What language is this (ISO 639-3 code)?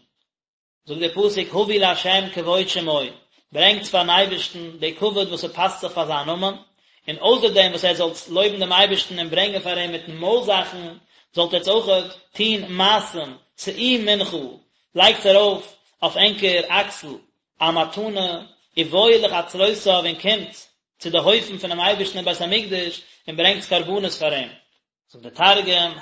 yid